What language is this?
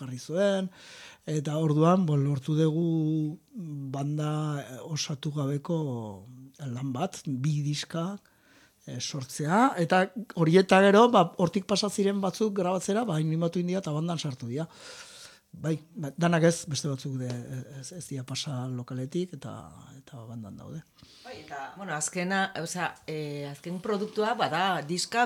Basque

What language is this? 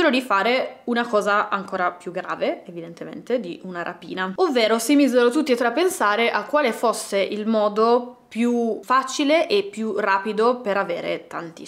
Italian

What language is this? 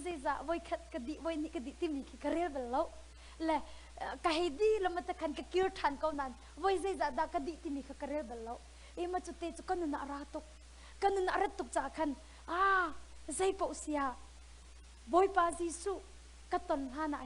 Hakha Chin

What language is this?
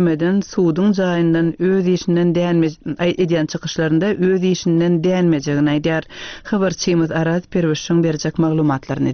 Turkmen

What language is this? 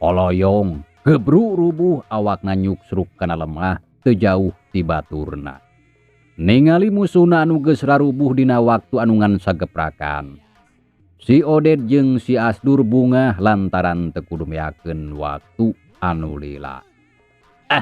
Sundanese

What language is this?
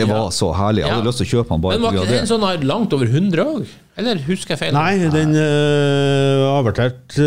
Norwegian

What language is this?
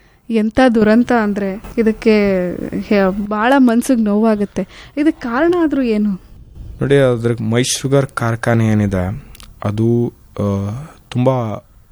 Kannada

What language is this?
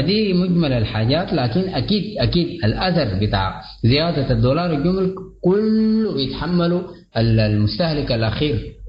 Sudanese Arabic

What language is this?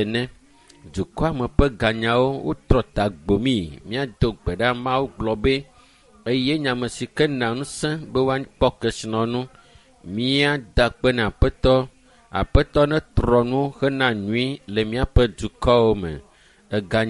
Ewe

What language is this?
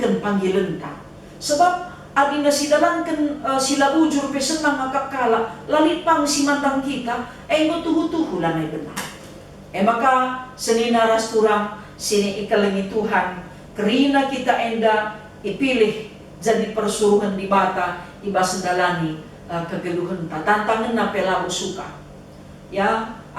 Batak Karo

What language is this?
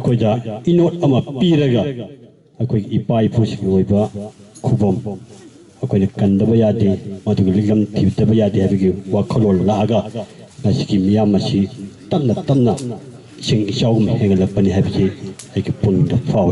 Manipuri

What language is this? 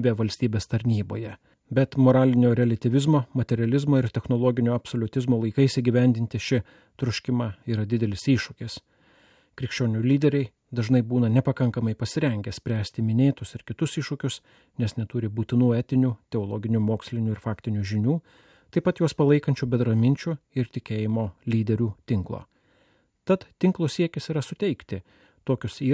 Lithuanian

